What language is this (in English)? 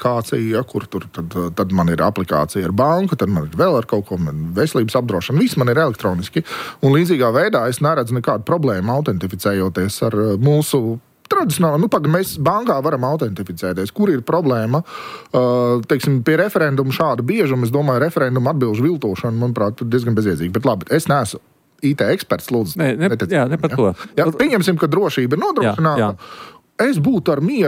Latvian